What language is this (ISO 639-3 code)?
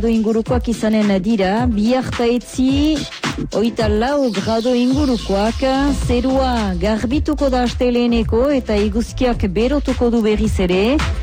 eus